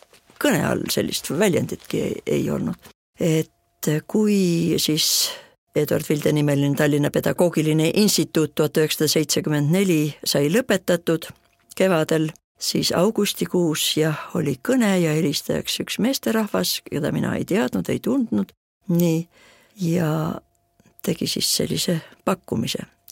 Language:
Estonian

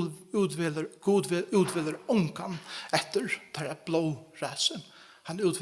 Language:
Faroese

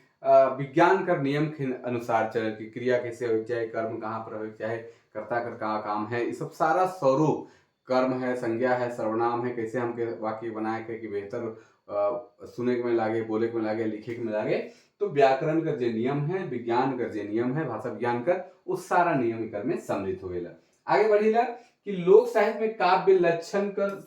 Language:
Sadri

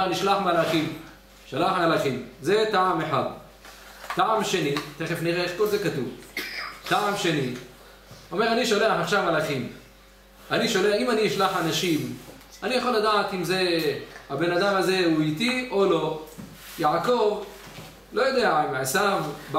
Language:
Hebrew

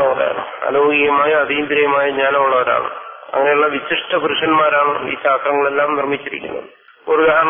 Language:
Malayalam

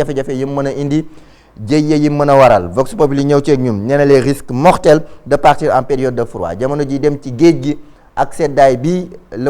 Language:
Wolof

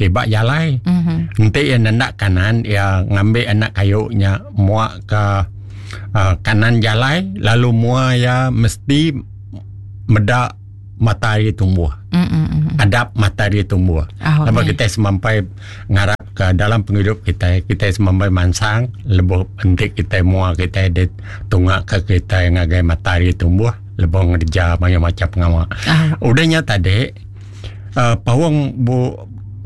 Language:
Iban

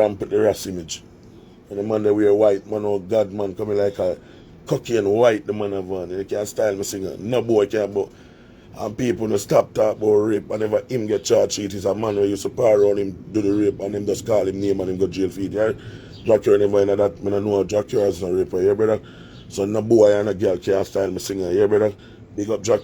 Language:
Jamaican Creole English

